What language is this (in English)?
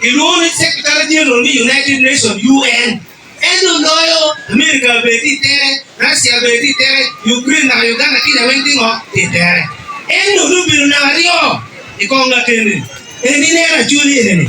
Acoli